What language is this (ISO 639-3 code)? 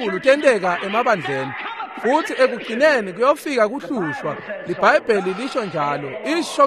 ssw